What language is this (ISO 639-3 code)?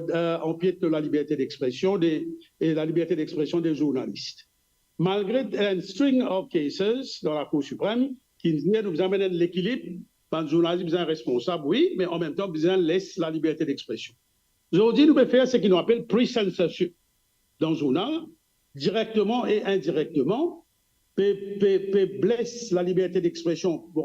mfe